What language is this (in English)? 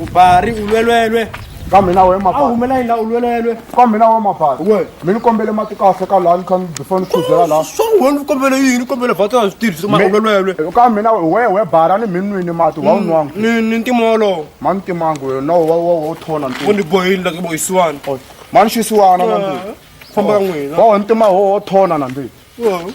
Tsonga